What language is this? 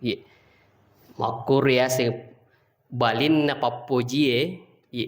Buginese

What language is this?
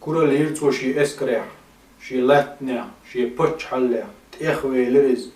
Chechen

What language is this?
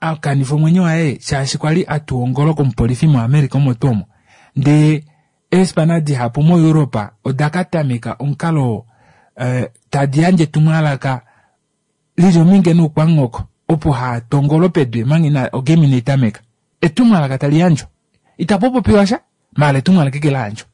Kuanyama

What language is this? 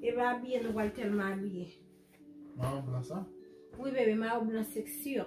Haitian Creole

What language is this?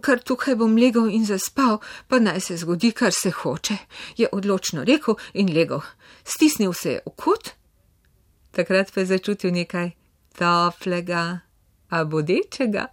Slovenian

